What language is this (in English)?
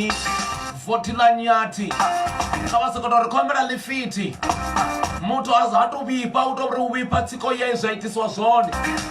Venda